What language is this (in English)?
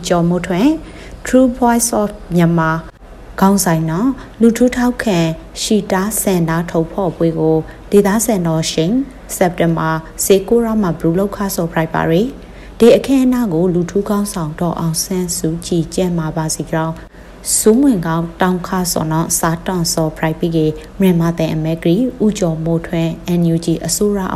Burmese